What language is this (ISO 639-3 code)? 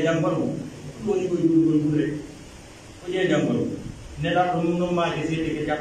fuf